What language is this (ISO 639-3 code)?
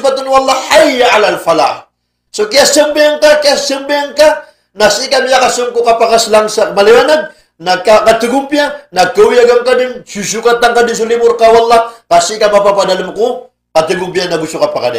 mrw